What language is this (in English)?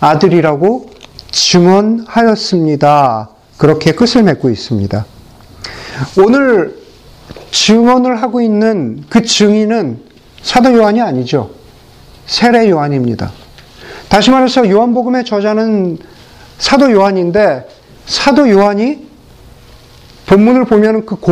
Korean